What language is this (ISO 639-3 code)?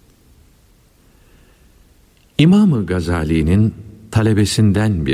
tur